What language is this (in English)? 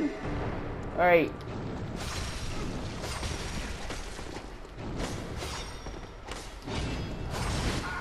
English